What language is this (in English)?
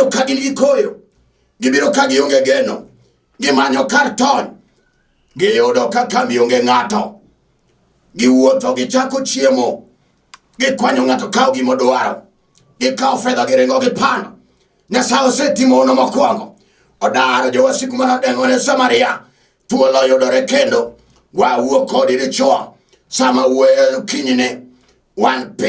Luo (Kenya and Tanzania)